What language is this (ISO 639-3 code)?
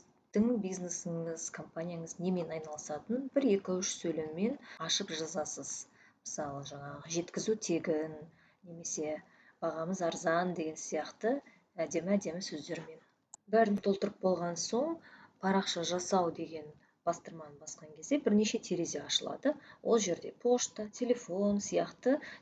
kaz